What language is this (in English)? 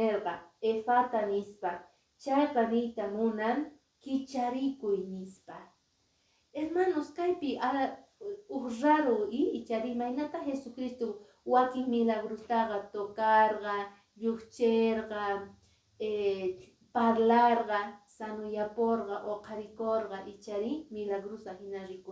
Quechua